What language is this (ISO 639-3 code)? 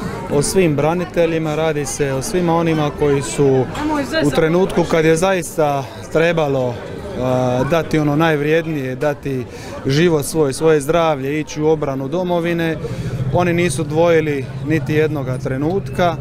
hrv